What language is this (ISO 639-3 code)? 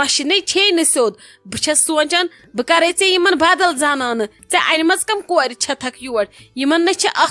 kas